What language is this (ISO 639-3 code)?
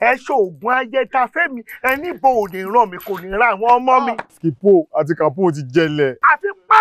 yor